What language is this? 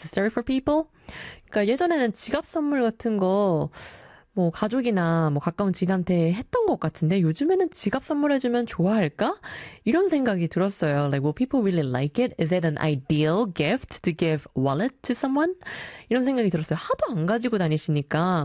Korean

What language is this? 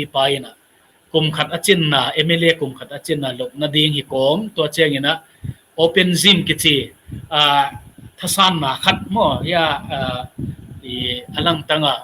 Tedim Chin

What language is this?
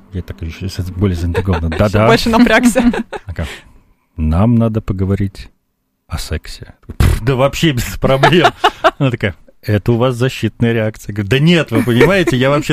Russian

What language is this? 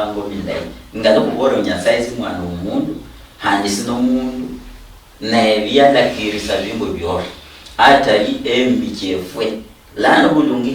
Luyia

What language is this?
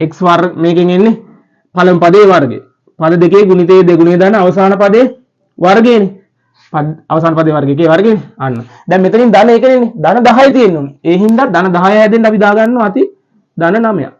Sinhala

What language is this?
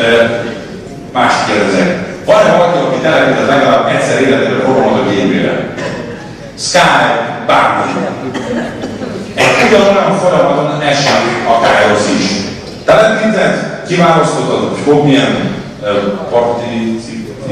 Hungarian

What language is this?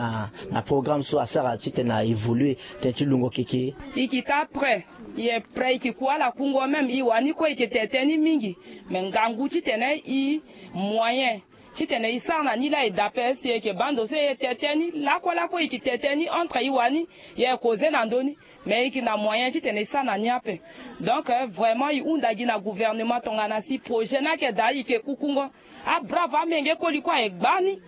Sango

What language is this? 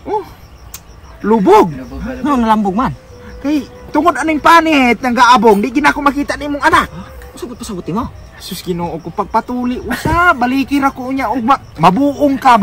Cebuano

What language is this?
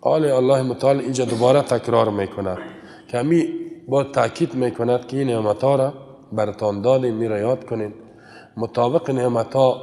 Persian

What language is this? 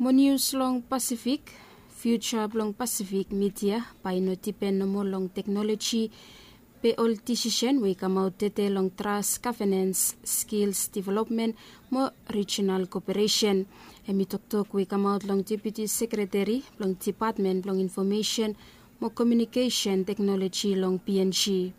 Bislama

